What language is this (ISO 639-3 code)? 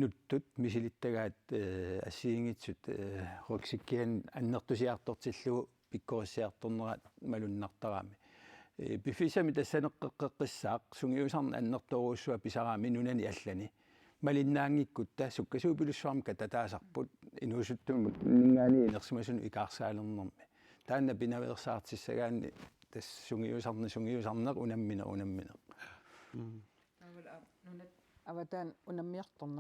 kal